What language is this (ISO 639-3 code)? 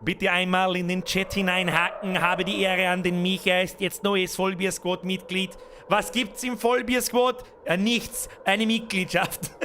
bar